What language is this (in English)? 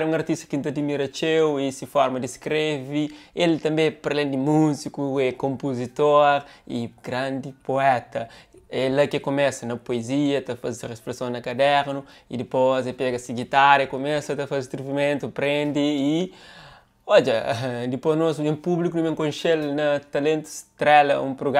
Kabuverdianu